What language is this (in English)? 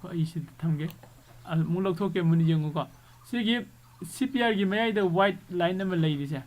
Manipuri